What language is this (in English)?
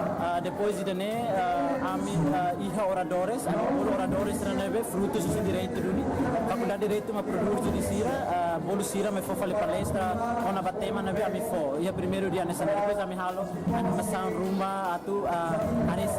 Tetum